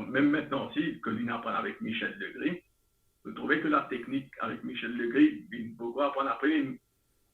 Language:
Morisyen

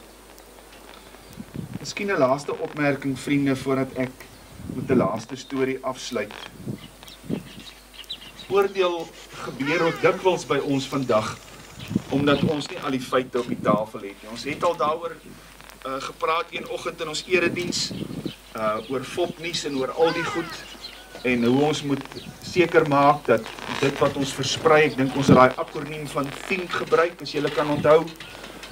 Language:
Afrikaans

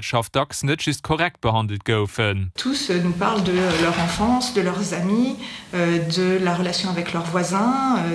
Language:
Luxembourgish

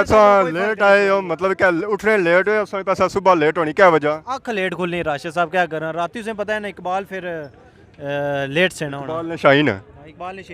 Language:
Pahari-Potwari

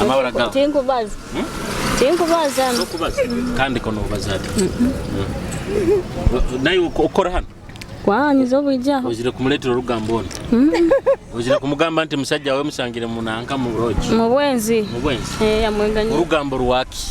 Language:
Nyoro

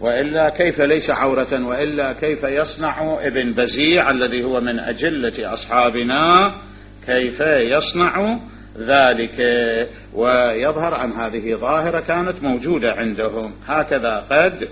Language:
Mesopotamian Arabic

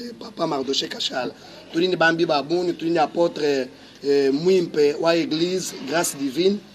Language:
Luba-Lulua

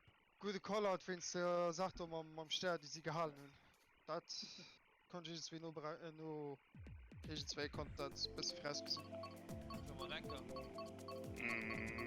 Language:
Luxembourgish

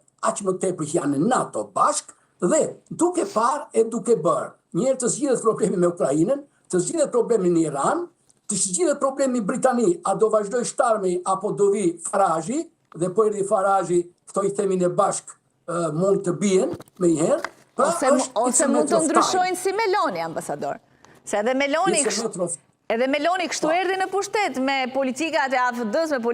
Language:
Albanian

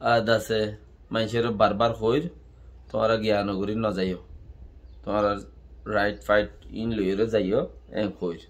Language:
Rohingya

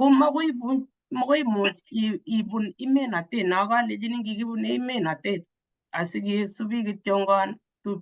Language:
Kalenjin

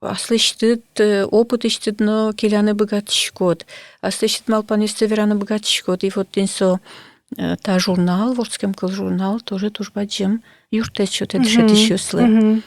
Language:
Udmurt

